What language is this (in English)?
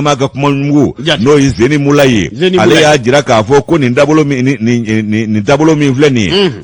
Bambara